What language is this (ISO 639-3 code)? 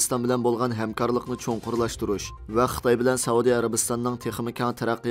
uig